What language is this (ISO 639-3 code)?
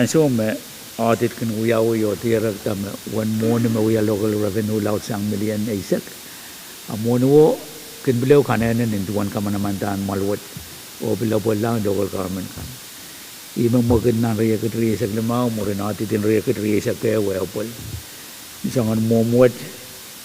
pon